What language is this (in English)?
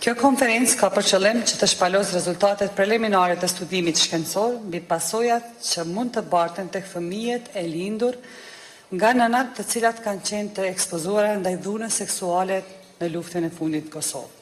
Albanian